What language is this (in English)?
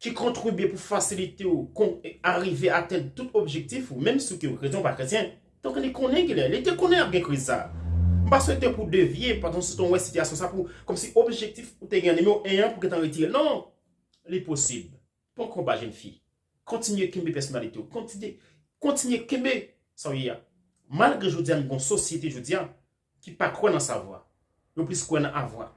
Haitian Creole